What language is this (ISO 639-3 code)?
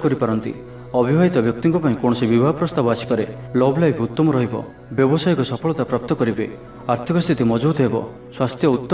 ori